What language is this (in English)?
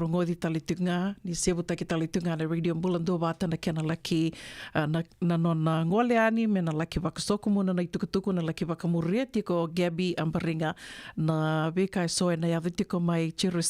Fijian